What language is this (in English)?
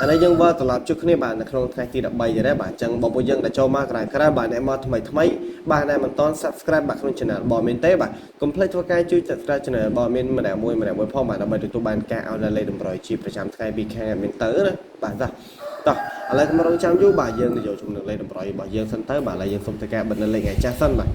Khmer